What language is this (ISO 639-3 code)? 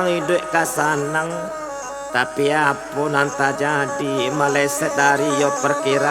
min